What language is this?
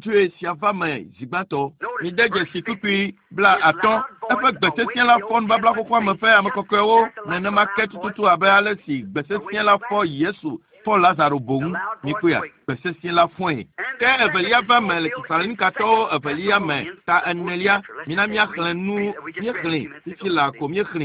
Ewe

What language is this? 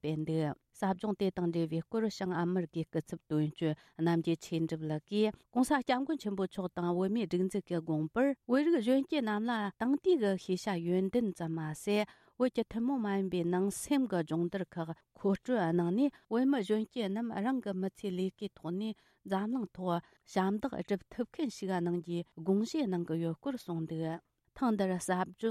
Tibetan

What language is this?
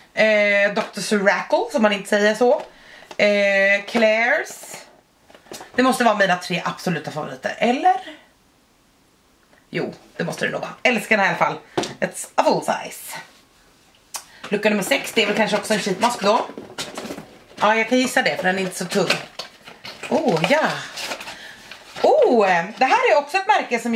Swedish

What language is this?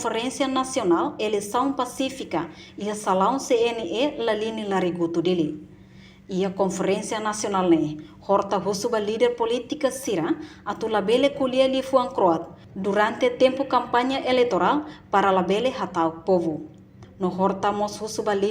Tetum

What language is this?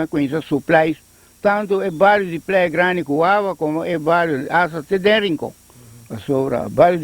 Papiamento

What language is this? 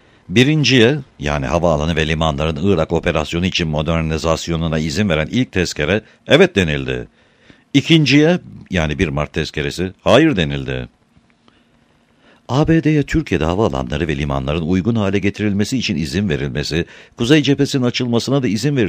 Turkish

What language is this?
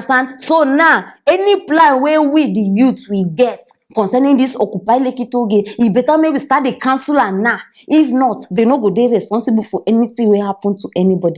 Nigerian Pidgin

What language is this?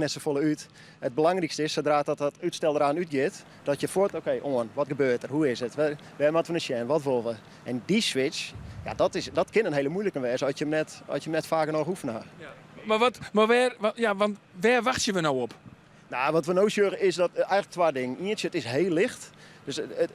Western Frisian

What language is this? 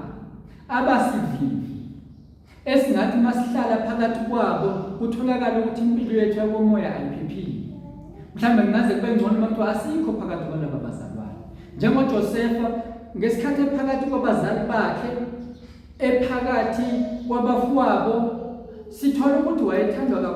Zulu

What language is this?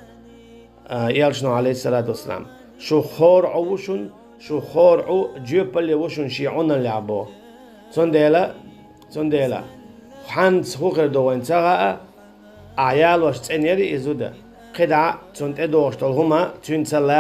Chechen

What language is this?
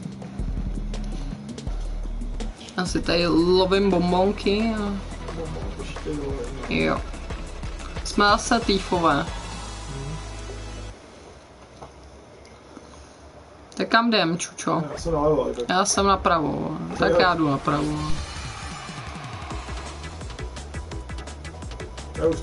Czech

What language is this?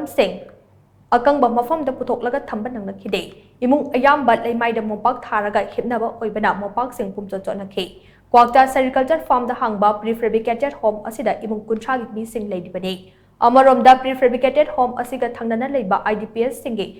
Manipuri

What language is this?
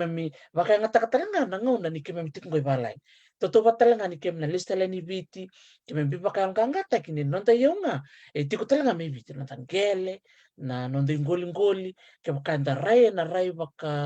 Fijian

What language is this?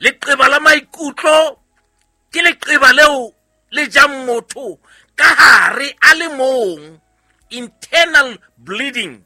Southern Sotho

